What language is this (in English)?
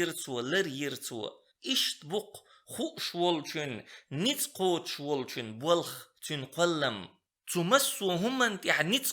Chechen